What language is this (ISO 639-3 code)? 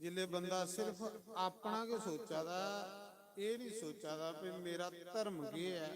doi